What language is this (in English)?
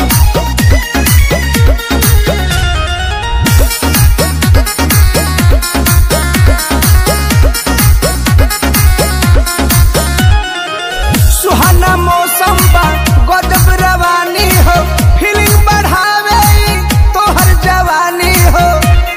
Bhojpuri